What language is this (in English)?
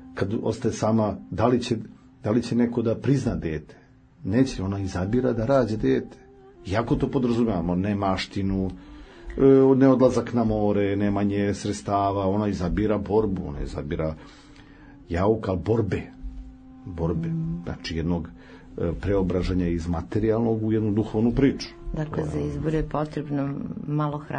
Serbian